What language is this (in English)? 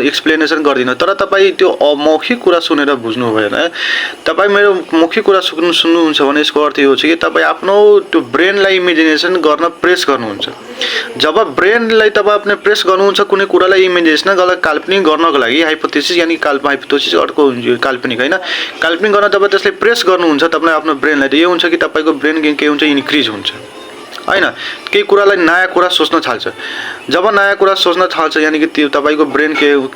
Nepali